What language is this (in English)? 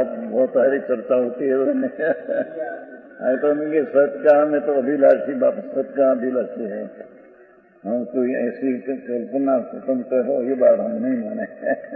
Hindi